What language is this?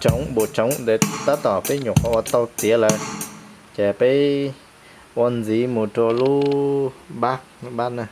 Hmong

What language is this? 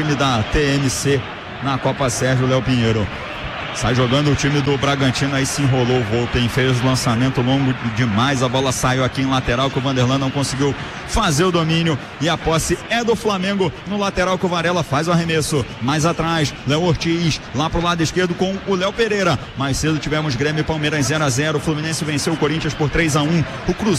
Portuguese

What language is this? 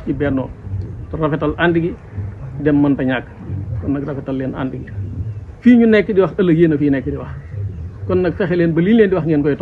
Wolof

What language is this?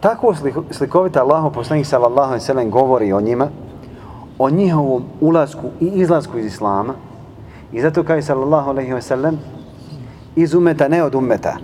Bosnian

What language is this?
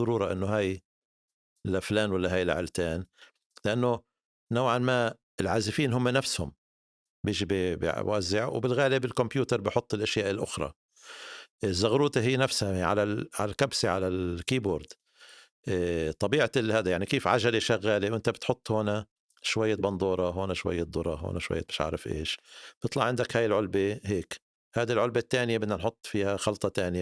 North Levantine Arabic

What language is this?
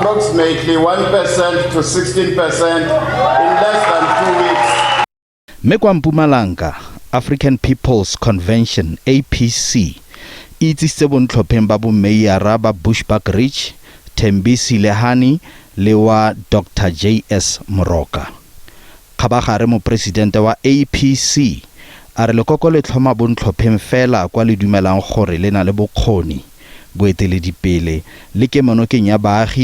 Tswana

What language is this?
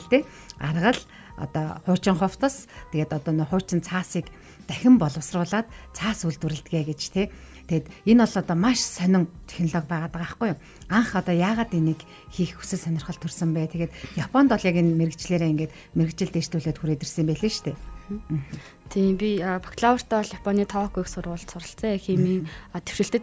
Mongolian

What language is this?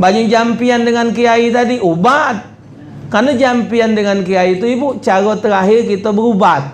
Musi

